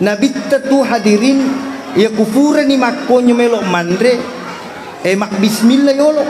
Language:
Buginese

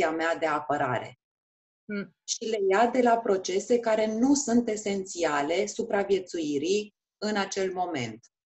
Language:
Romanian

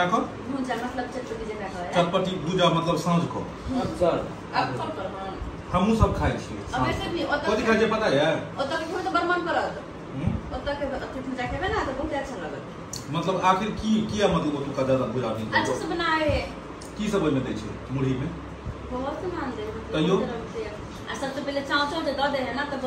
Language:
Maithili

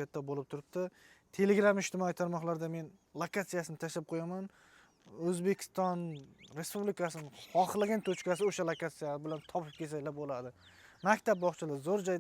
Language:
Uzbek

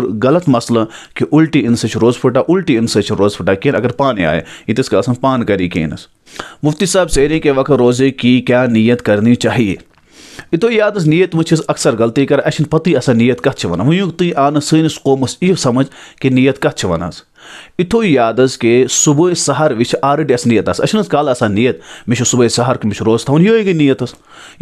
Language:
Kashmiri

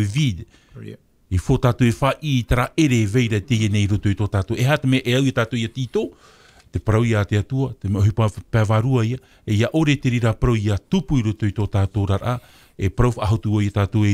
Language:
Tahitian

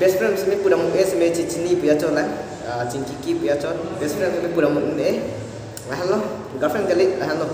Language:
Karbi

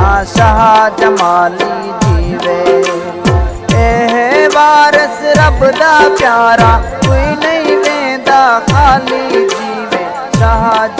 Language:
Saraiki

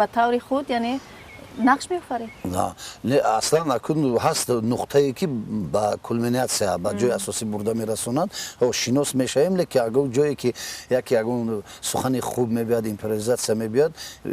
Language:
Tajik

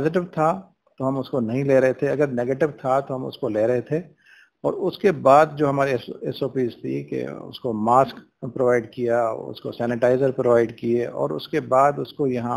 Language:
Urdu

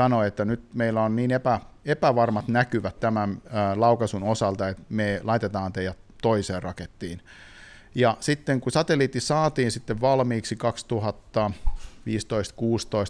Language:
Finnish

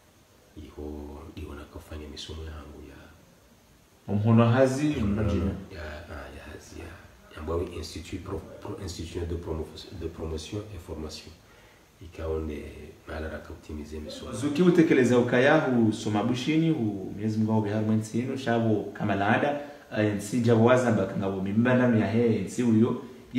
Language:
Swahili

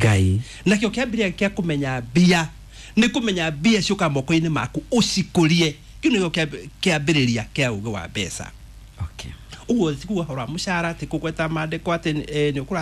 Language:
Kikuyu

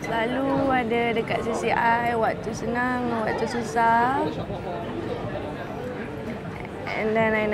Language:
Malay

